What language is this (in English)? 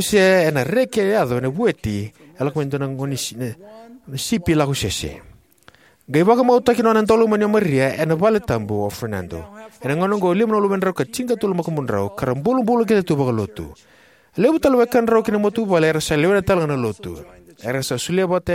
Fijian